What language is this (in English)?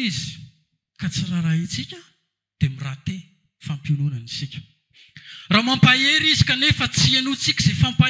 Malagasy